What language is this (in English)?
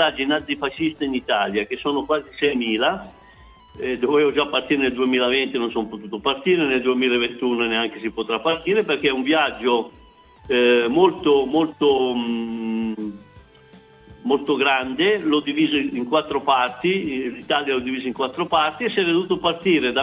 Italian